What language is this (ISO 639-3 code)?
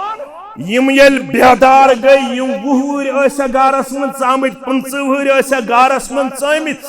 kas